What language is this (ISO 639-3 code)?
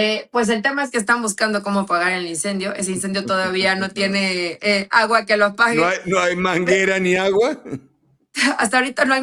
spa